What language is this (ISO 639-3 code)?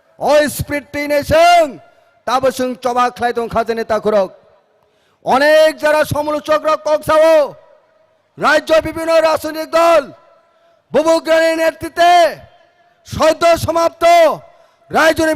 trp